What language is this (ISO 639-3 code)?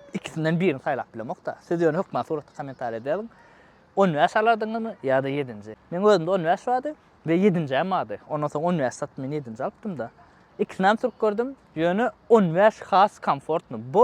tuk